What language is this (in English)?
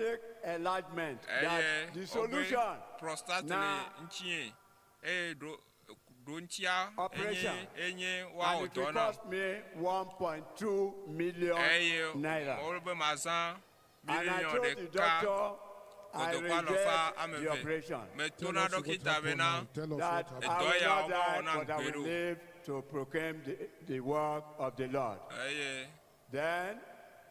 Ewe